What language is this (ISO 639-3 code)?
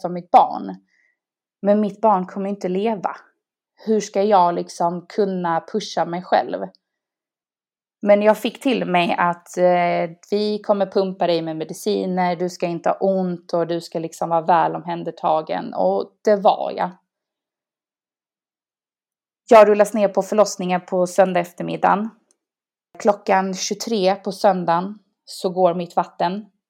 swe